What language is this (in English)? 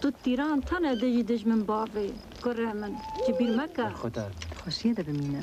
Kurdish